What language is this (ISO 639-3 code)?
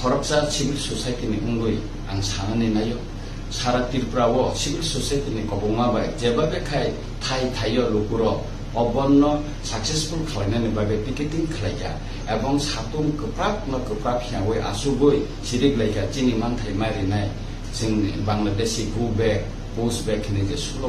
trp